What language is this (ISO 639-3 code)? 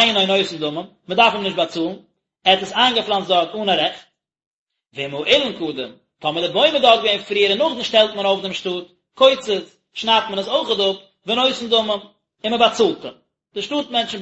yid